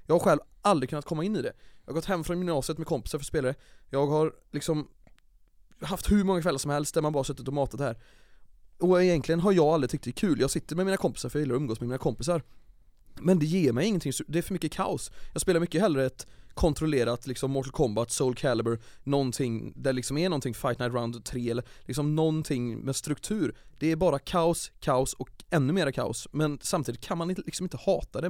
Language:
Swedish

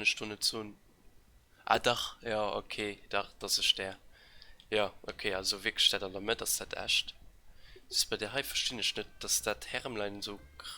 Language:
Luxembourgish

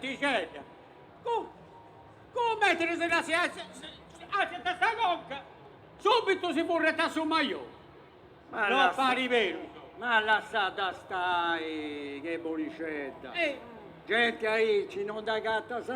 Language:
Sardinian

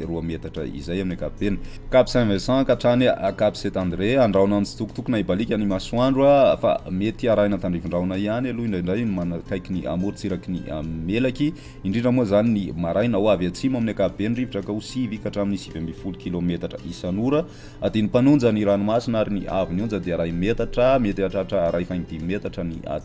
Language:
Malagasy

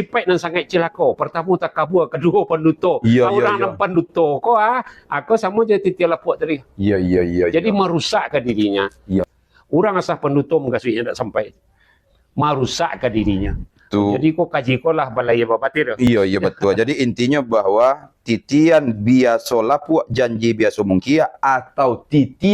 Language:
Minangkabau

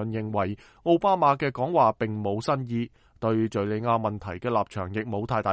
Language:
Cantonese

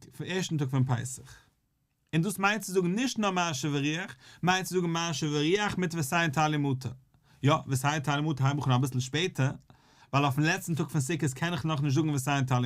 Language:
Yiddish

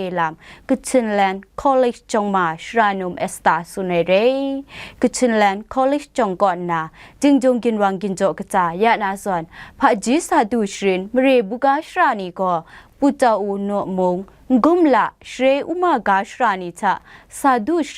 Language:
Kachin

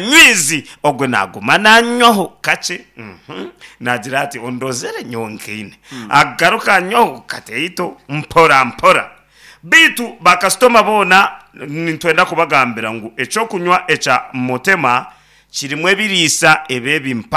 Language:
Nyankole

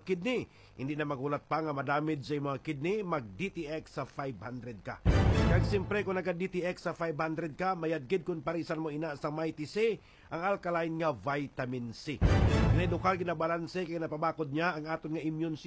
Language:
Hiligaynon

